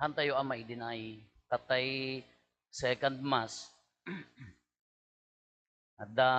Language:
Iloko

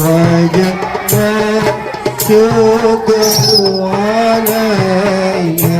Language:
Betawi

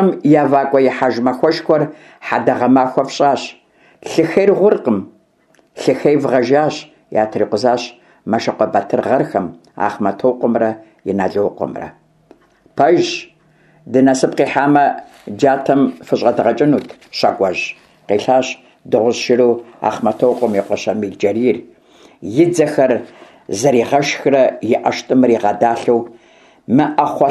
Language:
Kabardian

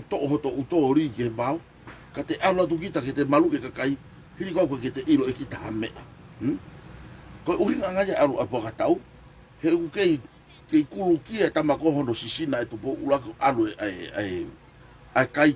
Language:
Tongan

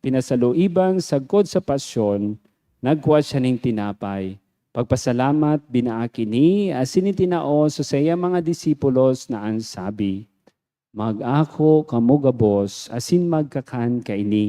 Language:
Bikol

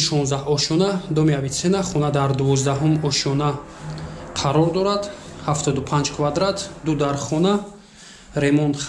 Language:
Tajik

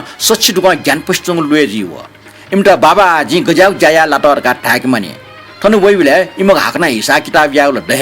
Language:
Newari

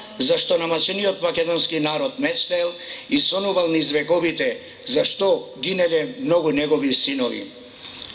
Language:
Macedonian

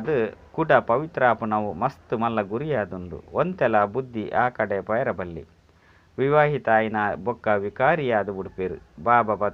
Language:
Tulu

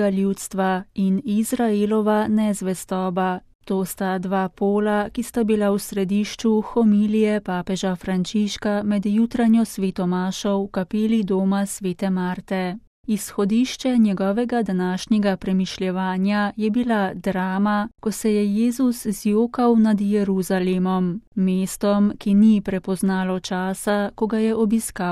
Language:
Slovenian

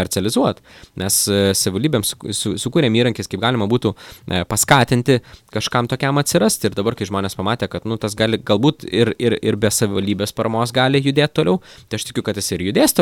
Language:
Lithuanian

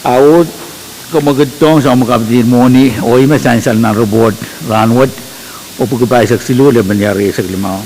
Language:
Pohnpeian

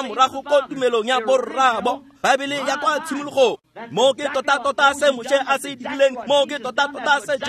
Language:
Tswana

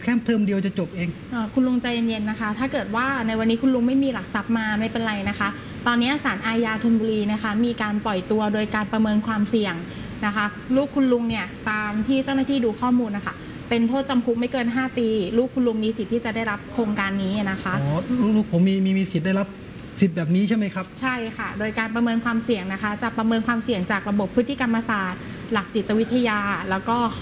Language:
Thai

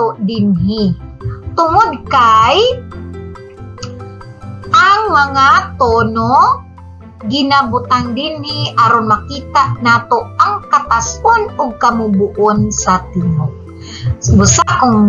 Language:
Cebuano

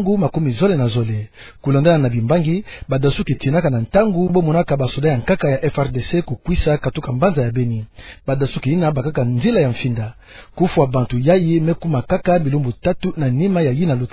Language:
Kituba (Democratic Republic of Congo)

